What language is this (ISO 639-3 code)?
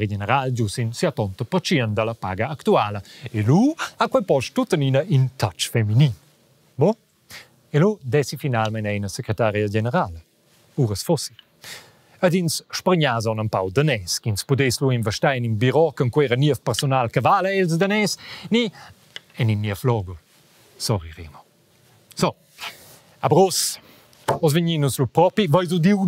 roh